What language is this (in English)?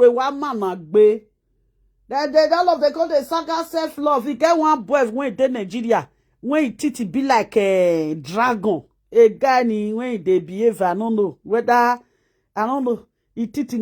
Nigerian Pidgin